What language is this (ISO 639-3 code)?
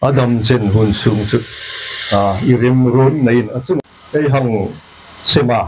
hmr